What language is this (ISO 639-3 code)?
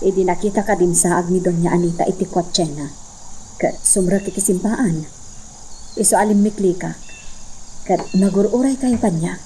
ilo